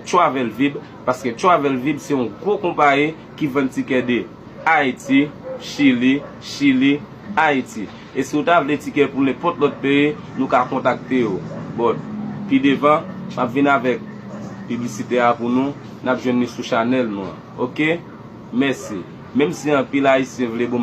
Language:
Haitian Creole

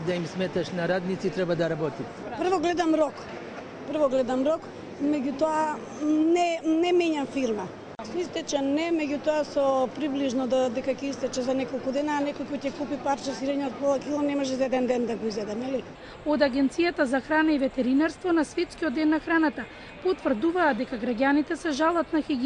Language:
Macedonian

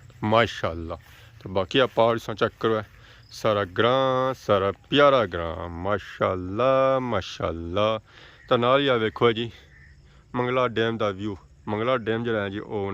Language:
Pahari-Potwari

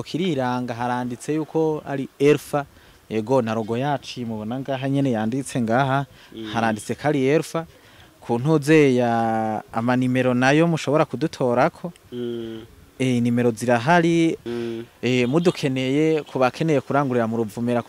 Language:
Rundi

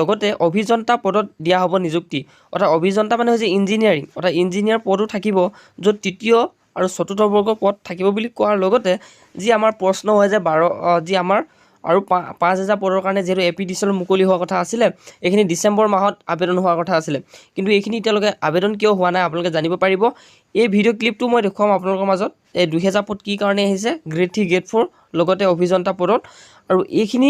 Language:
Assamese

